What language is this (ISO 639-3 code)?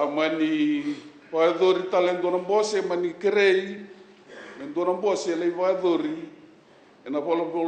fij